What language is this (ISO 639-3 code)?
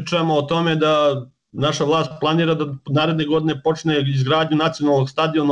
srp